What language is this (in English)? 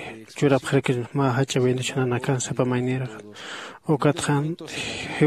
Aymara